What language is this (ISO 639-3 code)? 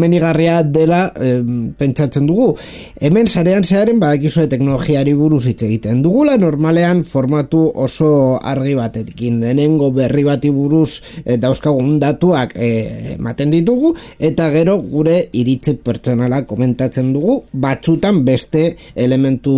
eus